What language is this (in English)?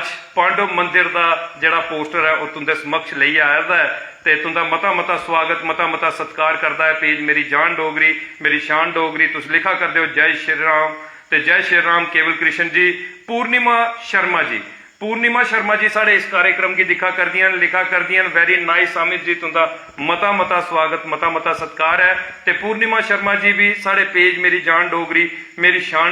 Dogri